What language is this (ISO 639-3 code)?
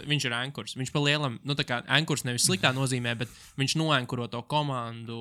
lav